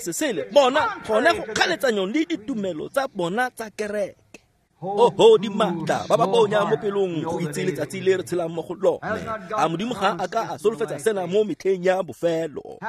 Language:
Tswana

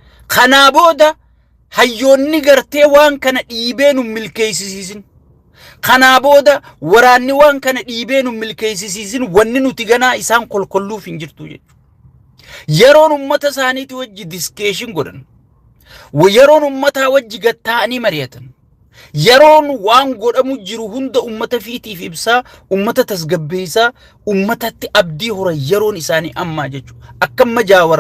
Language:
Oromo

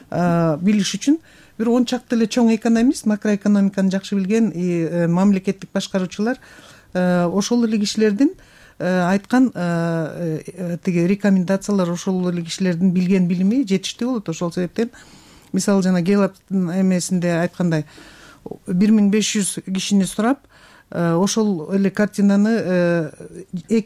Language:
Kyrgyz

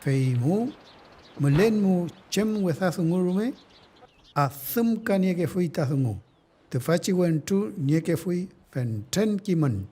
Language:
Mapuche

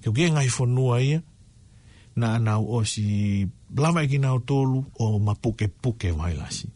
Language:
Tongan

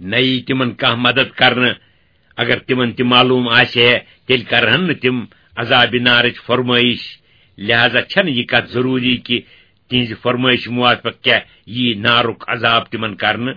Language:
Kashmiri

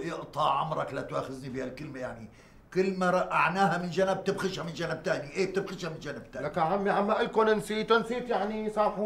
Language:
North Levantine Arabic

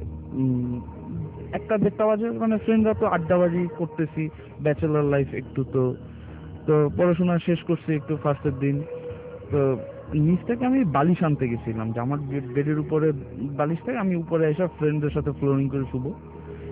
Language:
Bangla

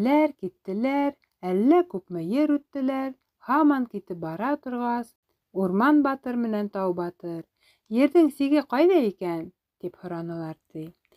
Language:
Bashkir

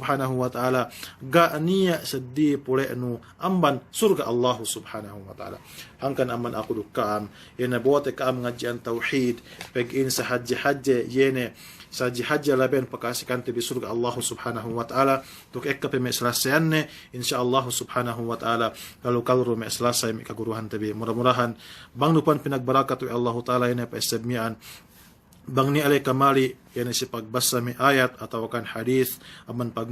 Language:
Yakan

